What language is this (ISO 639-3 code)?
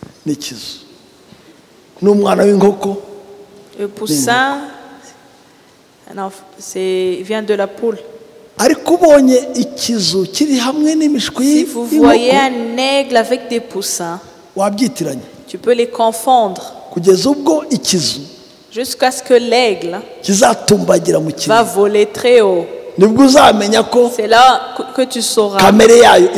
kin